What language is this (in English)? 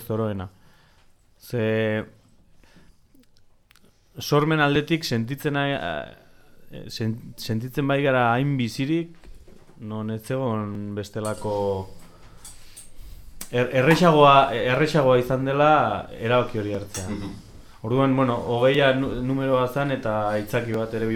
Basque